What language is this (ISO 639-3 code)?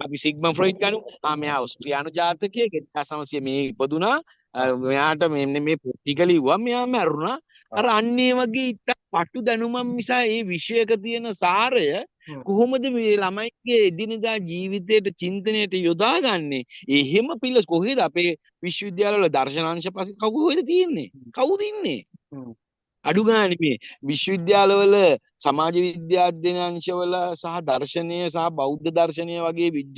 sin